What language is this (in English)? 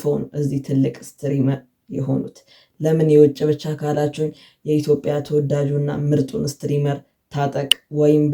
Amharic